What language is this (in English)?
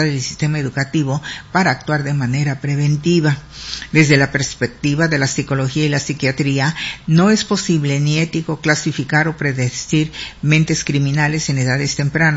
Spanish